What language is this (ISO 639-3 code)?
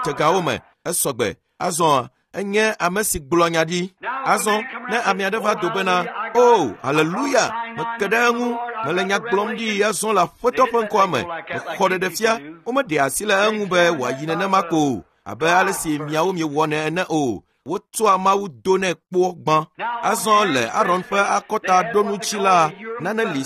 ewe